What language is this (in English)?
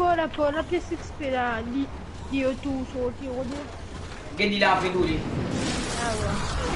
Morisyen